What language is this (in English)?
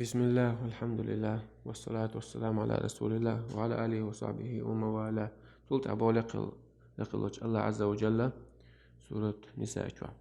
Chechen